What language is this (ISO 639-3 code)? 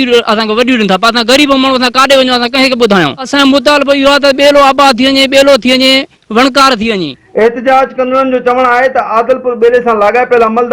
snd